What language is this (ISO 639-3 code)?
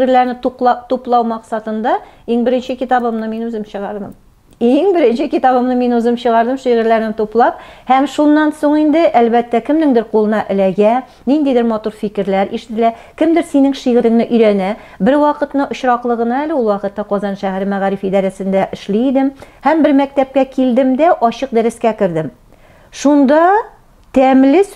tat